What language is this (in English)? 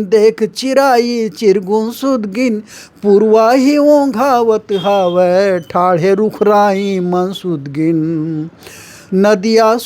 Chhattisgarhi